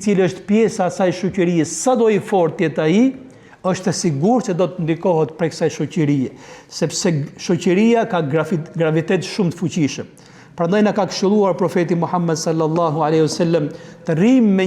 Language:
Albanian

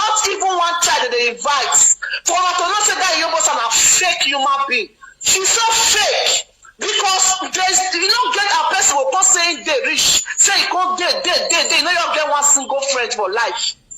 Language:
Nigerian Pidgin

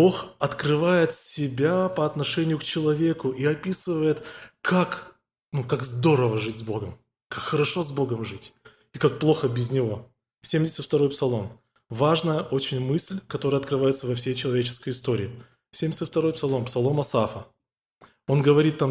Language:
Russian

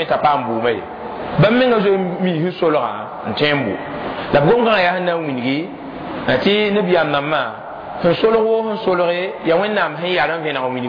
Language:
Mossi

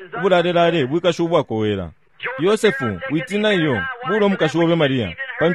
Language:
Bemba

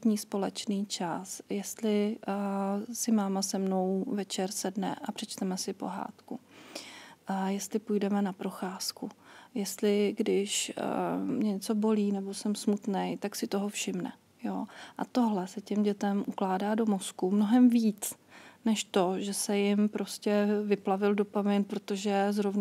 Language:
Czech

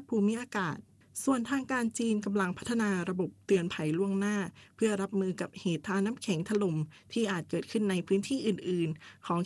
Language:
Thai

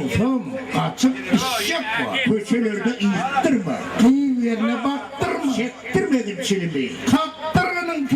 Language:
Turkmen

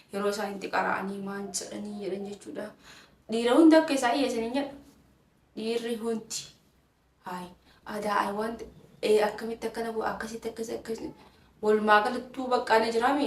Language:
Oromo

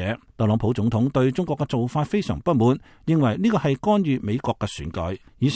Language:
Cantonese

